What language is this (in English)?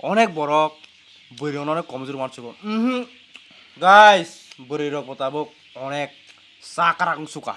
Kok Borok